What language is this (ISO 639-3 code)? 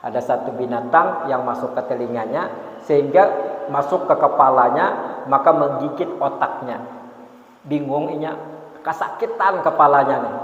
bjn